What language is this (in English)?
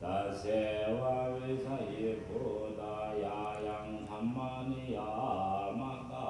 Pali